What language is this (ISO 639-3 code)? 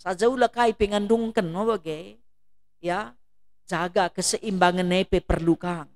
btx